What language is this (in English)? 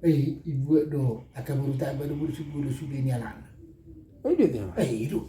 Batak Toba